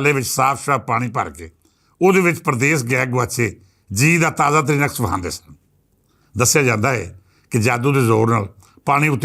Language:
Western Panjabi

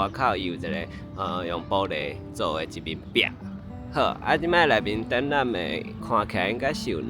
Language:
Min Nan Chinese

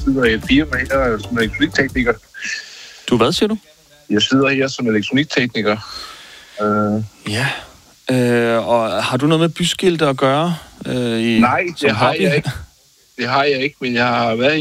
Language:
Danish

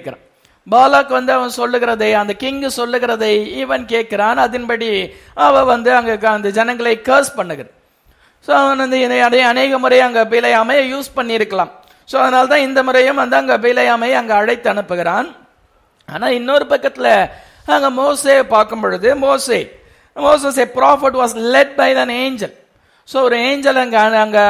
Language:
Tamil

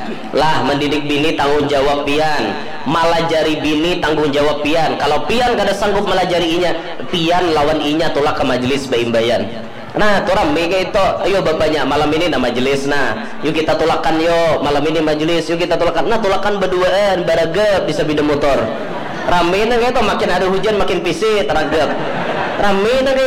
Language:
Banjar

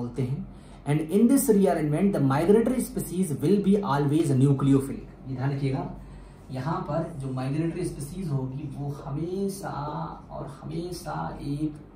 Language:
Hindi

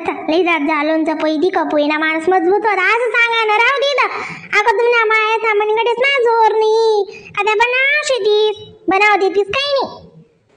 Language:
Khandesi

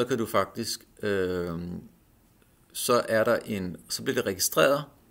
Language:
Danish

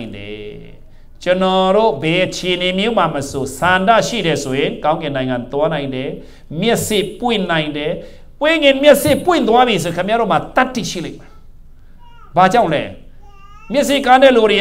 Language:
Burmese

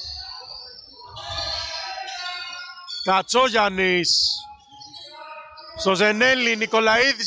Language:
Greek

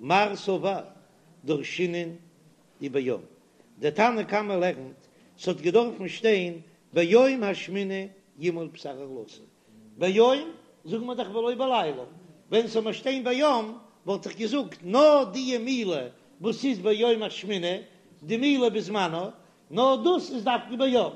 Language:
Yiddish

